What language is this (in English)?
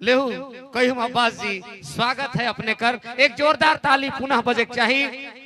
Sadri